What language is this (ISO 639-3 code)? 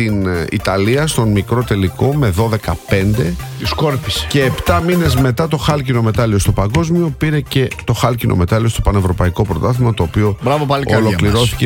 ell